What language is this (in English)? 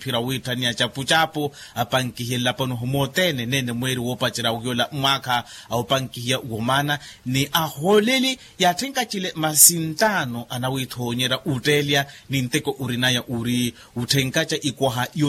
Makhuwa